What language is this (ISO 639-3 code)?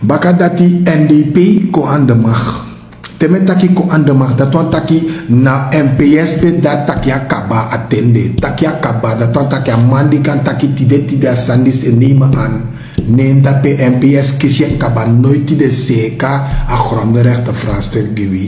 srn